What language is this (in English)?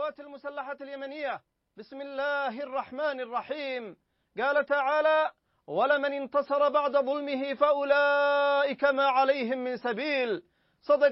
Arabic